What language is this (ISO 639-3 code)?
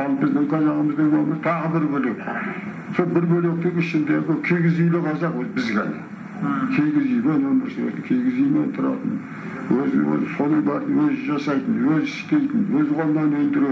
kaz